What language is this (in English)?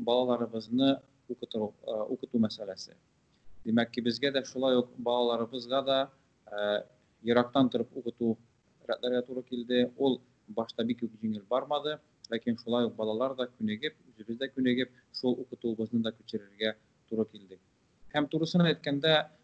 Tatar